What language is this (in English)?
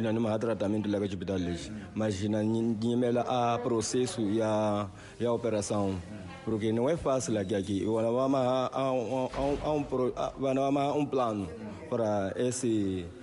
Tsonga